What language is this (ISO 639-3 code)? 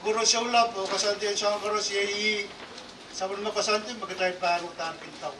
pon